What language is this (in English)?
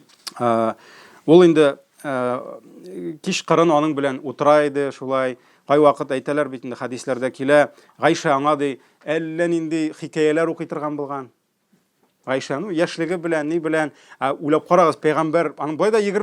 Tatar